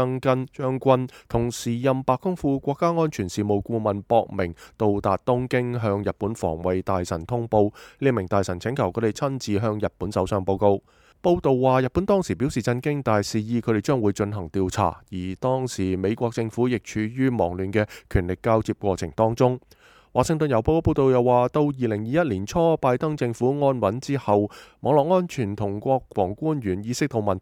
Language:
Cantonese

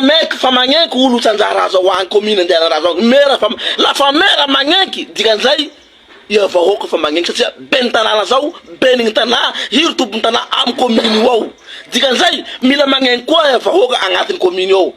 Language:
Malagasy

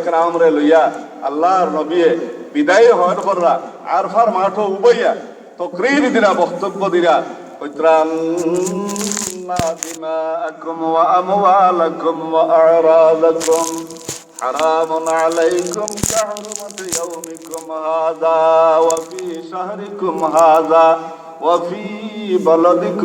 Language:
Sylheti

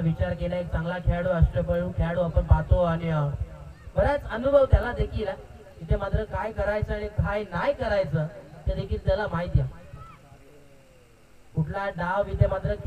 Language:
Marathi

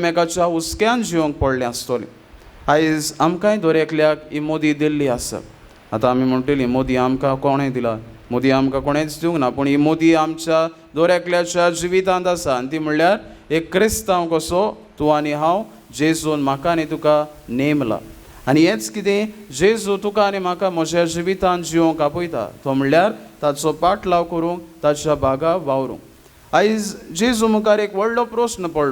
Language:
Konkani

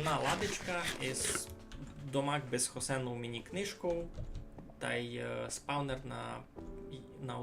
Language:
Rusyn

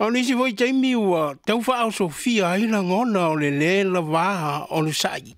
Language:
Samoan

